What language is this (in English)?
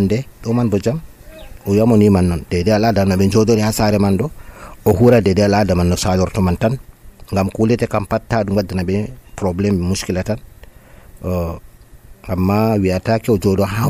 Nigerian Fulfulde